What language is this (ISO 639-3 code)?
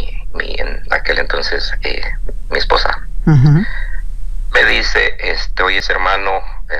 spa